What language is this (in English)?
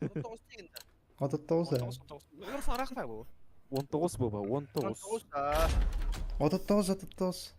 Yakut